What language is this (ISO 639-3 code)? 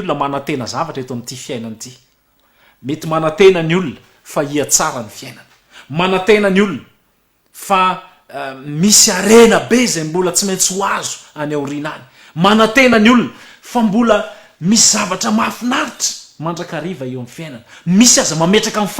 mlg